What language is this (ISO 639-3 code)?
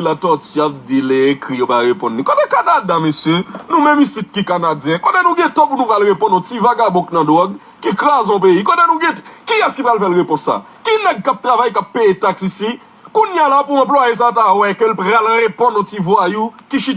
hat